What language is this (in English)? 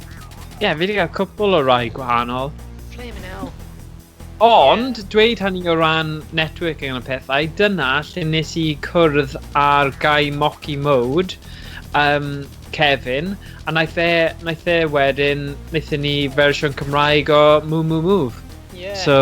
Welsh